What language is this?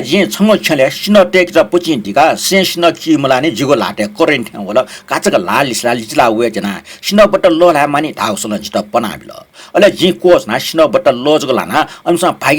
Newari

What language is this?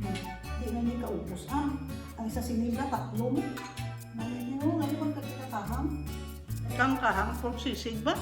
Hiligaynon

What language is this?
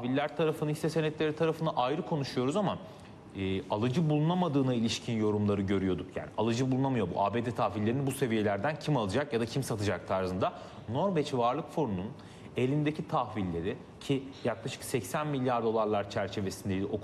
Turkish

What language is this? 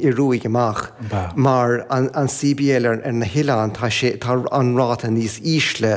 Irish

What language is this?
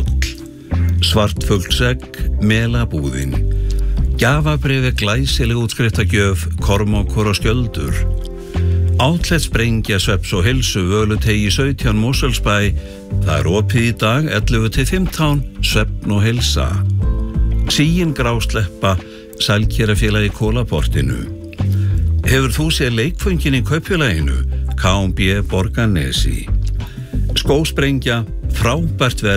Icelandic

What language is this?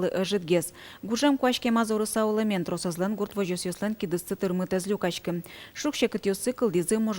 Udmurt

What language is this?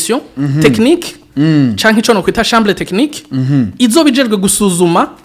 Rundi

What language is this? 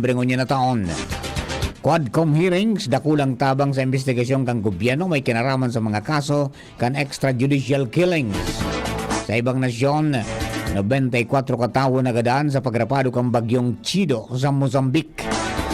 Bikol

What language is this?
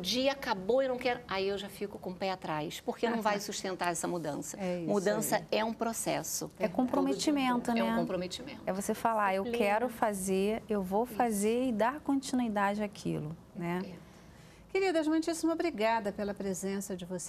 Portuguese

